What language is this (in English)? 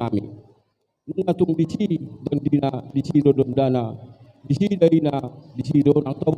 Batak Toba